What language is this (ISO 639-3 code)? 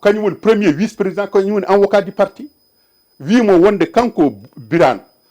ful